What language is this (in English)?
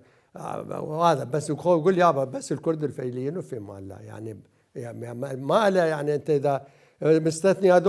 Mesopotamian Arabic